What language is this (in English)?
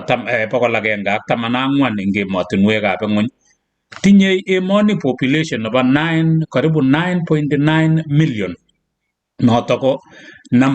Kalenjin